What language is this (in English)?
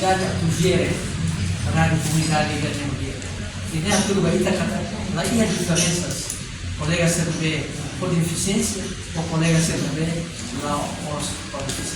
Tetum